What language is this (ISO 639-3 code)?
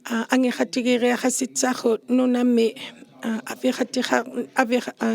iku